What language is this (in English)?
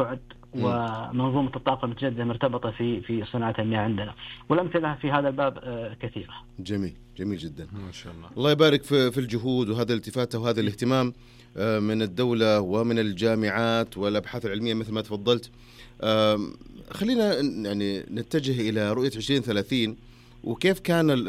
Najdi Arabic